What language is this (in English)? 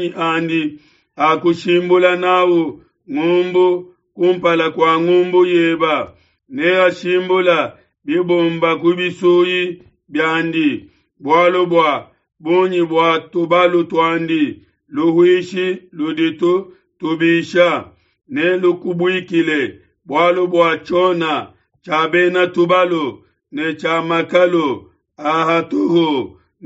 Luba-Lulua